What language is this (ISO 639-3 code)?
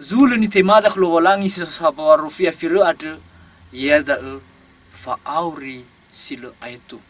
nia